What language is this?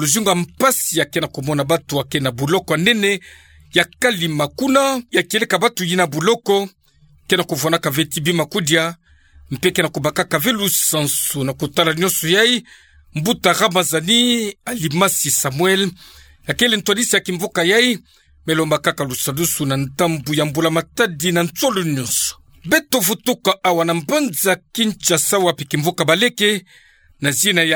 Kituba (Democratic Republic of Congo)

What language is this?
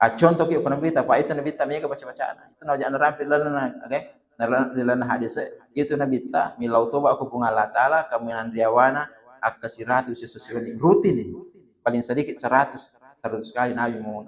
Buginese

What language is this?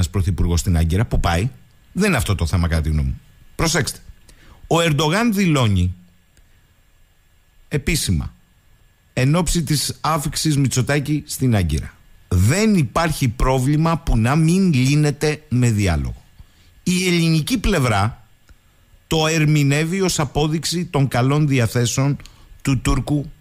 Greek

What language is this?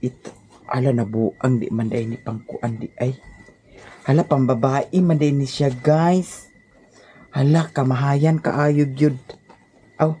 Cebuano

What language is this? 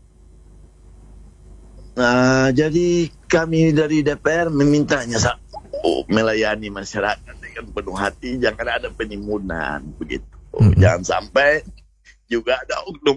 Indonesian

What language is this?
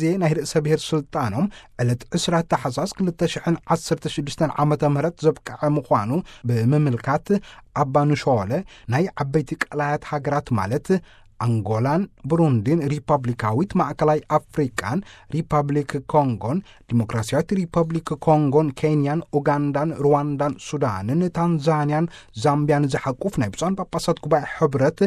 Tigrinya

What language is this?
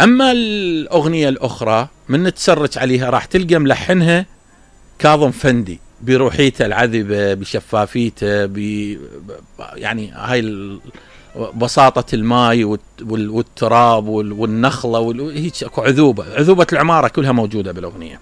Mesopotamian Arabic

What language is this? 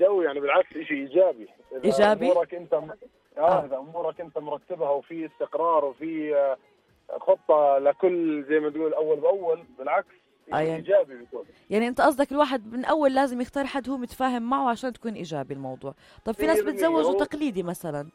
North Levantine Arabic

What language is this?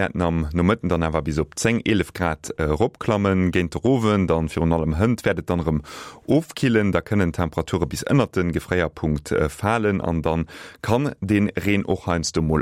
Luxembourgish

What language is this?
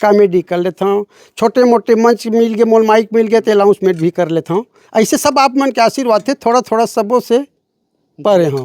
Chhattisgarhi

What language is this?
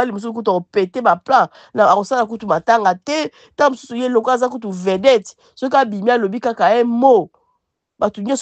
Lingala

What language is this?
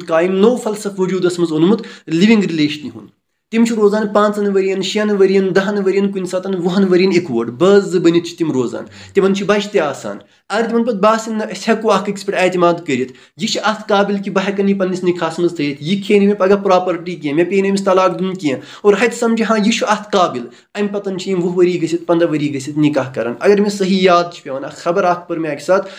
Kashmiri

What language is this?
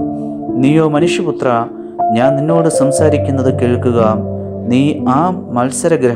Malayalam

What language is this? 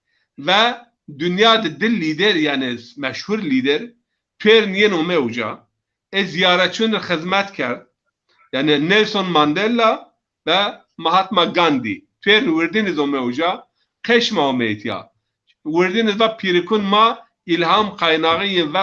Zaza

